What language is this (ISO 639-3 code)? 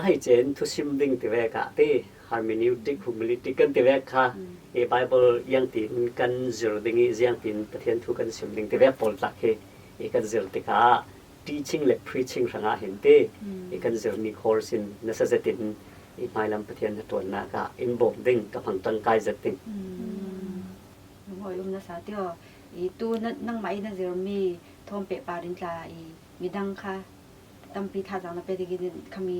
cfm